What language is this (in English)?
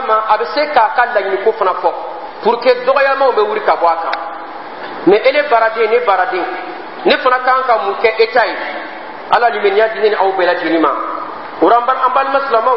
Dyula